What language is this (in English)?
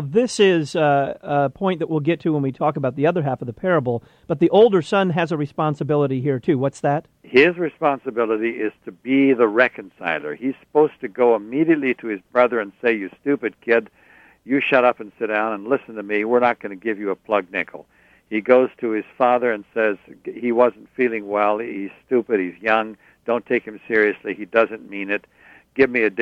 English